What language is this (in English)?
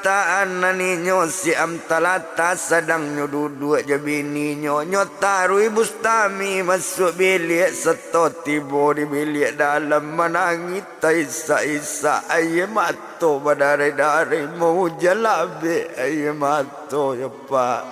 Minangkabau